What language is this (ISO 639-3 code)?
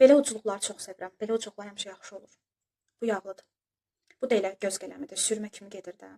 aze